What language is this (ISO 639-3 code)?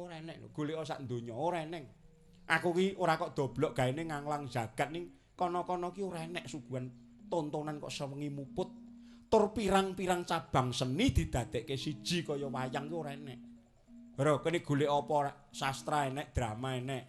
jav